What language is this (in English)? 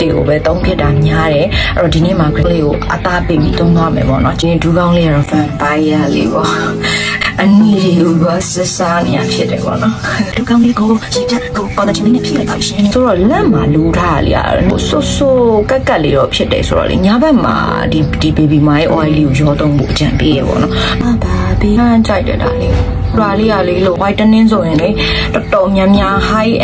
Burmese